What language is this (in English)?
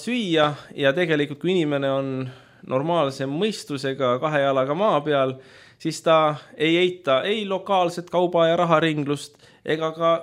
Estonian